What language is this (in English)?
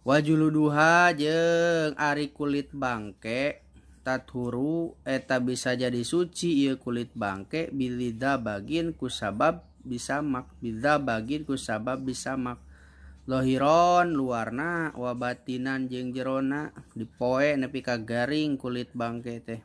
Sundanese